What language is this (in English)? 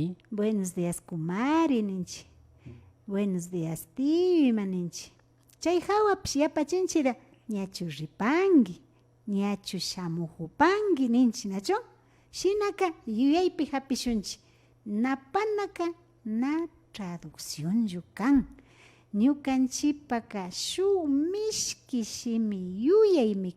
Imbabura Highland Quichua